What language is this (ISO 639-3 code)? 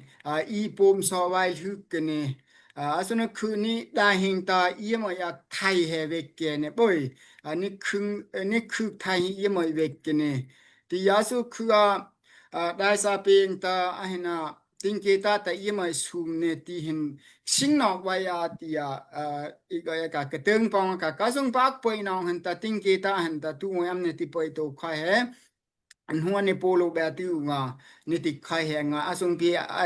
dao